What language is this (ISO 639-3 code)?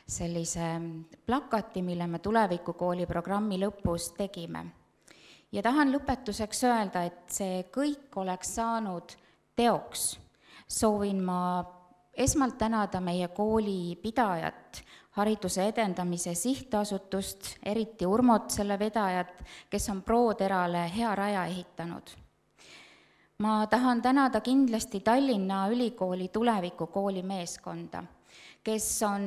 est